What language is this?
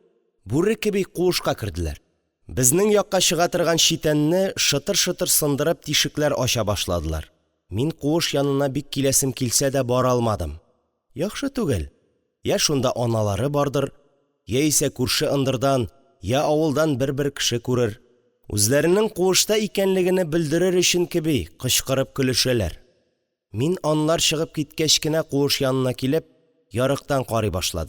Tatar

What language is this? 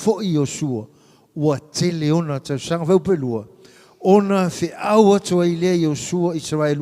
Samoan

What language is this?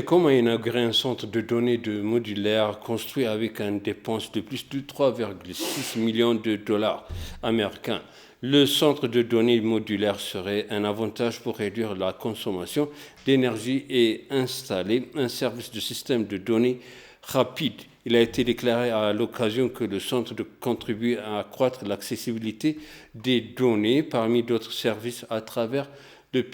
French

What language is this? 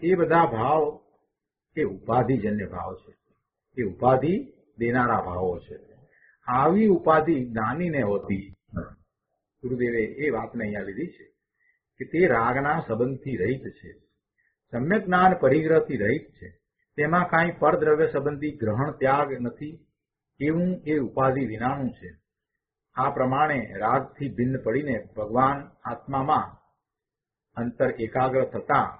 Gujarati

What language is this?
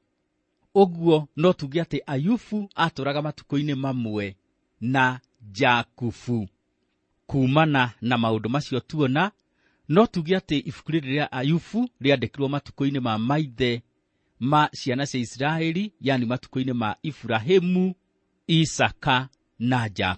Kikuyu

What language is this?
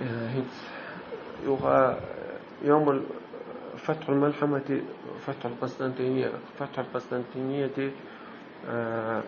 Chechen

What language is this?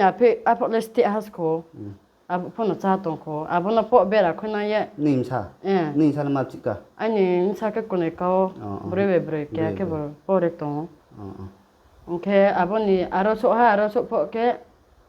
Riang (India)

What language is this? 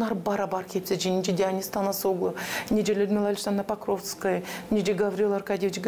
Gagauz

